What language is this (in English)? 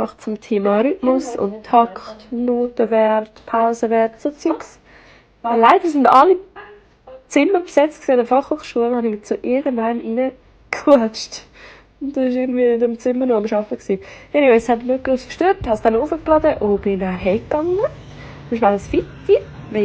Swiss German